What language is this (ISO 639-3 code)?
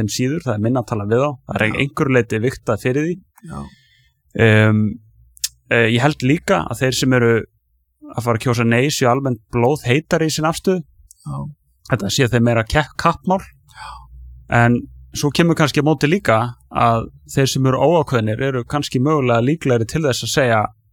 isl